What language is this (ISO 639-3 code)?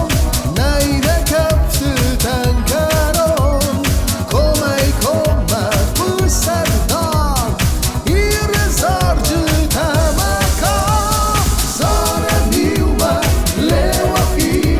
oss